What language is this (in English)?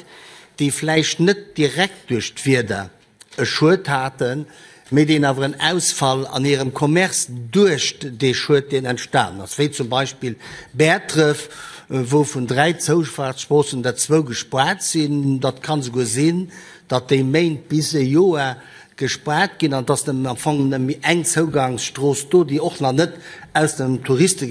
Luxembourgish